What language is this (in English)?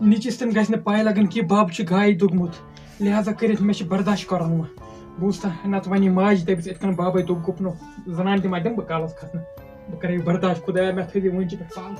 Kashmiri